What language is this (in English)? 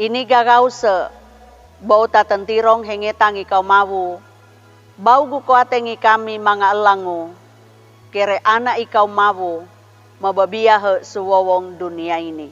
Sangir